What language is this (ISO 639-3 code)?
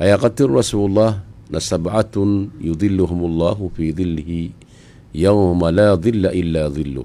mrw